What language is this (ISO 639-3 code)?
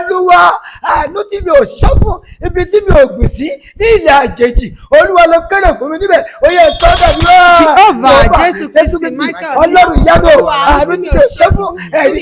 yor